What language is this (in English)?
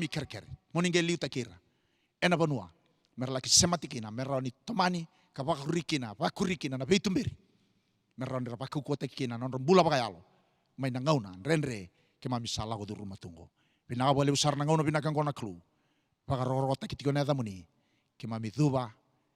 Fijian